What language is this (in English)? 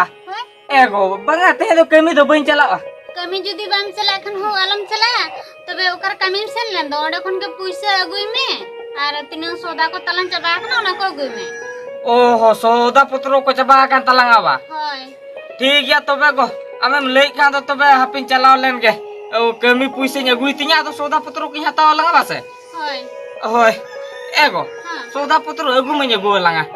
Santali